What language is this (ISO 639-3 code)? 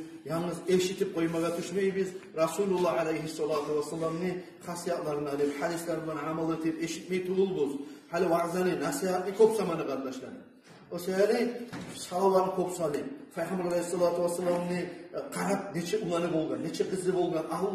kum